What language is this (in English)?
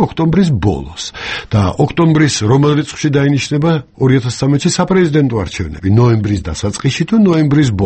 Georgian